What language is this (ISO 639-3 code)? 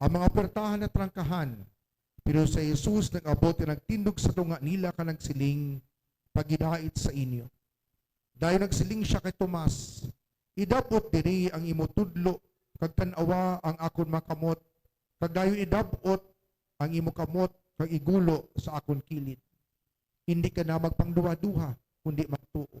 hil